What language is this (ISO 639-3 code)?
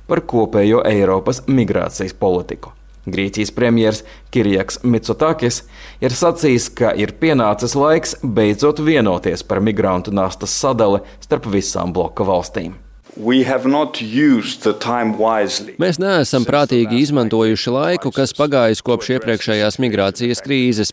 lav